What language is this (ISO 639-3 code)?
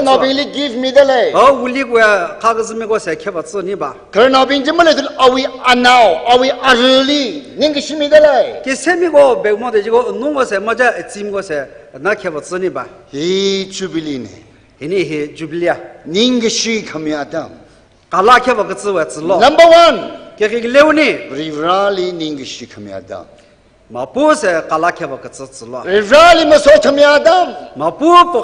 nmf